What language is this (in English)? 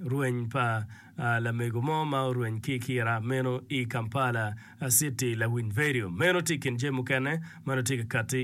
Acoli